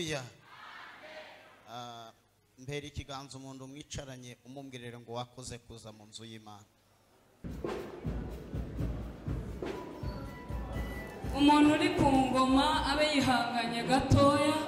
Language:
Kinyarwanda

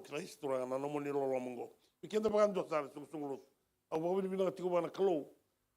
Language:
Fijian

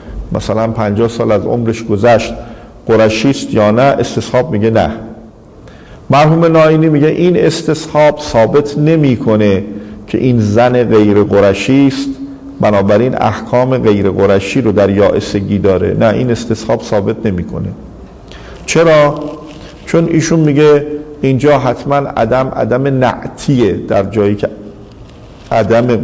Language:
Persian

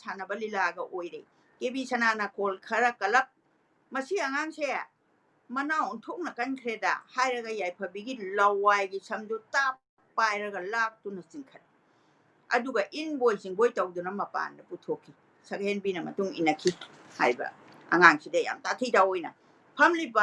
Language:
Manipuri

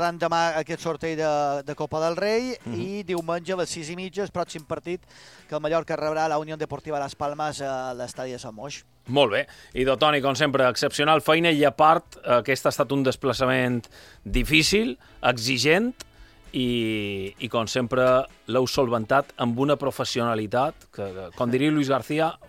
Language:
Catalan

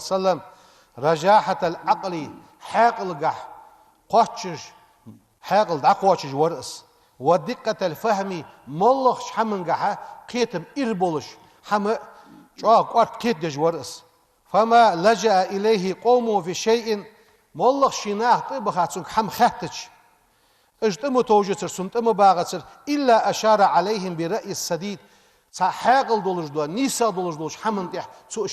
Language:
Ingush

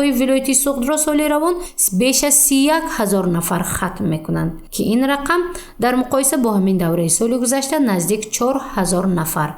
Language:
Tajik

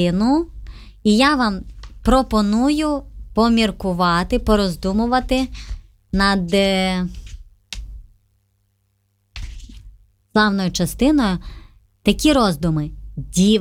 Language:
Ukrainian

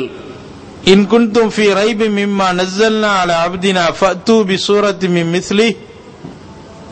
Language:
Tamil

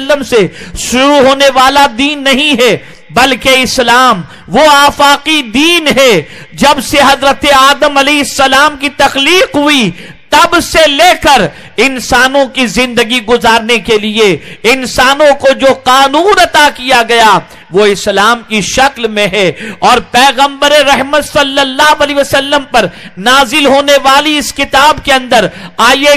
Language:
Urdu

